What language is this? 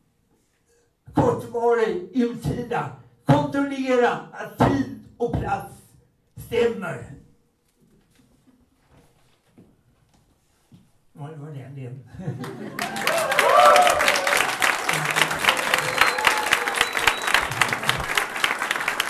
Swedish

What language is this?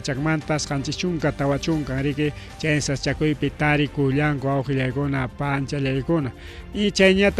Ayacucho Quechua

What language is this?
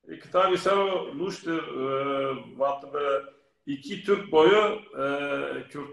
Zaza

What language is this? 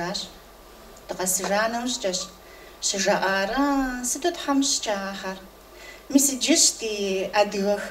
Kabardian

